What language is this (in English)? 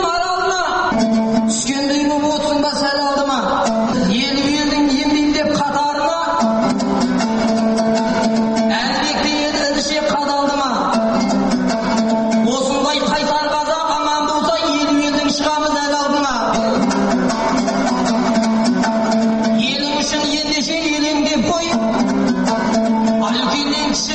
Kazakh